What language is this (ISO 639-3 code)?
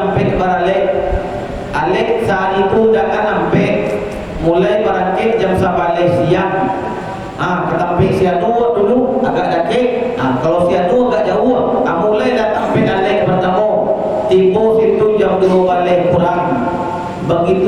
min